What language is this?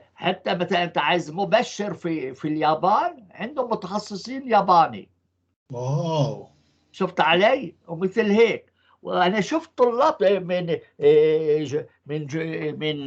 North Levantine Arabic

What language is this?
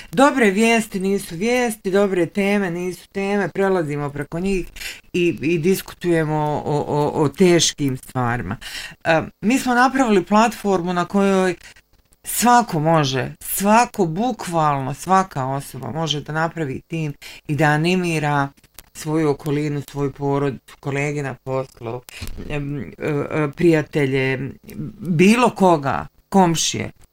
Bosnian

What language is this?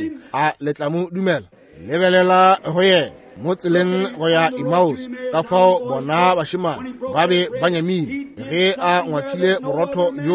Northern Sotho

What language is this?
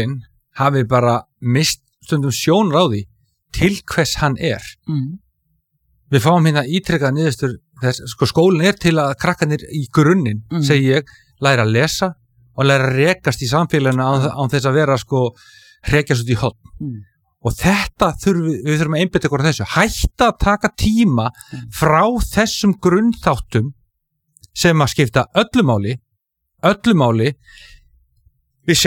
Icelandic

